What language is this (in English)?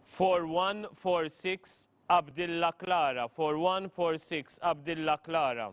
English